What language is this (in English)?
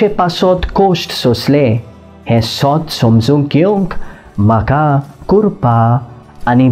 Konkani